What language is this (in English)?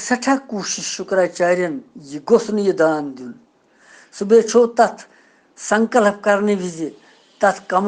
Kashmiri